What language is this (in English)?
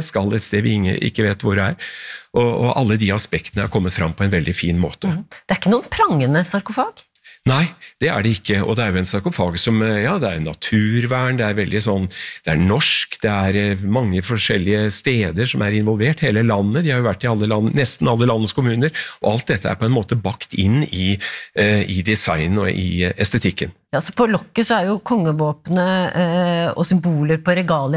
Norwegian